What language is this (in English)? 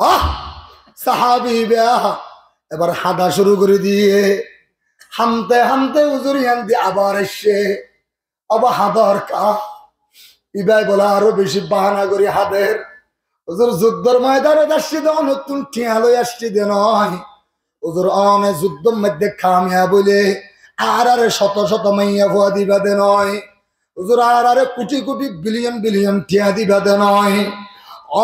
Rohingya